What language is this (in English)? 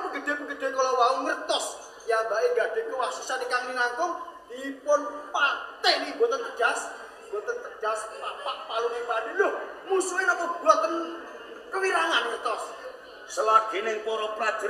Javanese